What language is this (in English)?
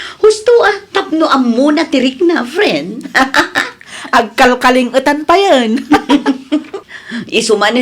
Iloko